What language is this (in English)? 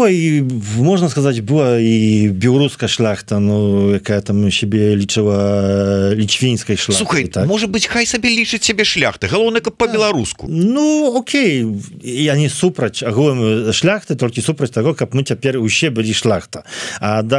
Belarusian